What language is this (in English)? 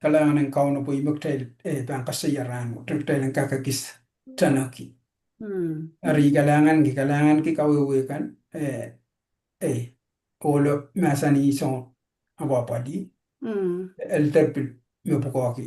Pohnpeian